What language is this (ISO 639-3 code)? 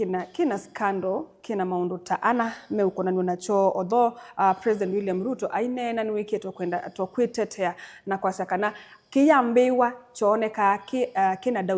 kam